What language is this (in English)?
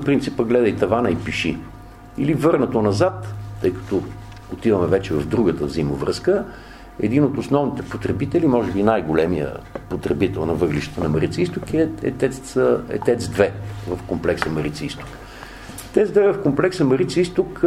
Bulgarian